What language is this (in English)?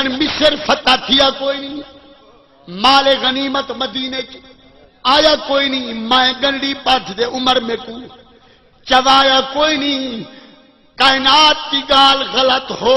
Saraiki